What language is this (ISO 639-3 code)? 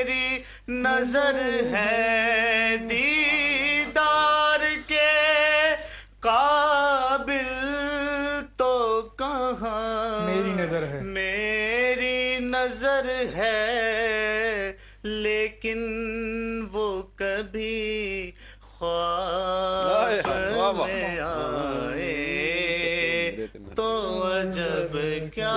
urd